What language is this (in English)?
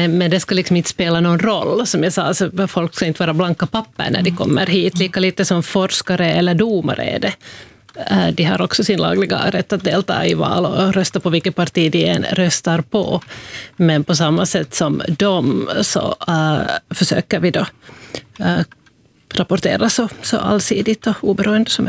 Swedish